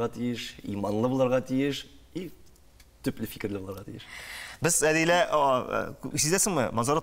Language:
Tatar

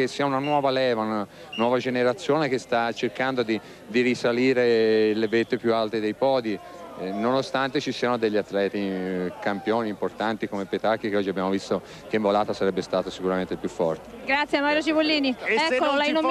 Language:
Italian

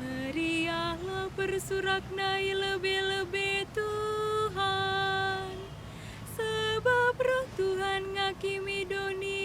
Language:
Batak Karo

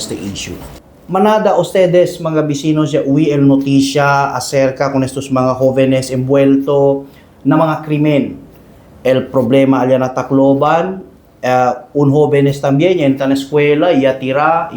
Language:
Chavacano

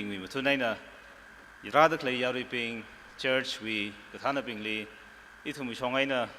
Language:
Tangkhul Naga (India)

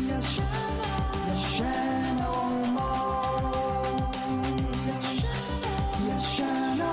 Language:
Bikol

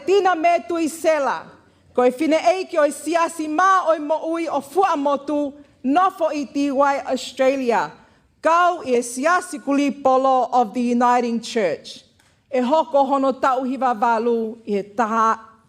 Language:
Tongan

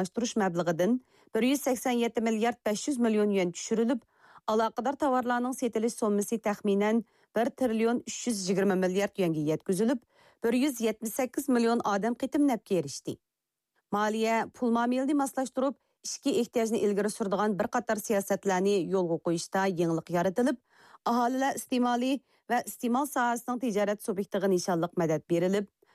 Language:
Uyghur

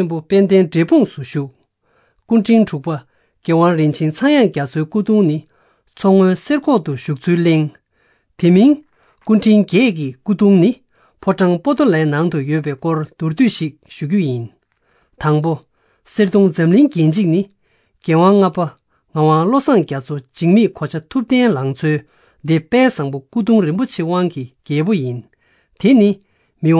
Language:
Tibetan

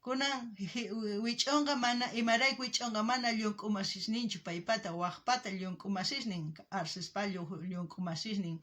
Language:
South Bolivian Quechua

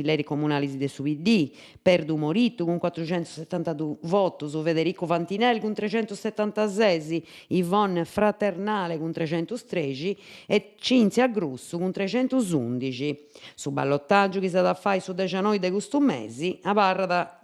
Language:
Sardinian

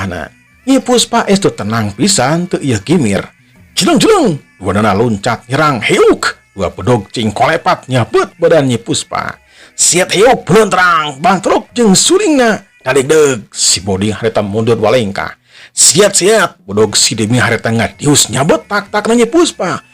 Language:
Sundanese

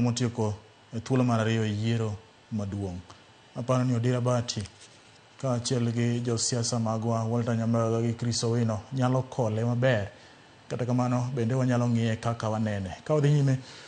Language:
Luo (Kenya and Tanzania)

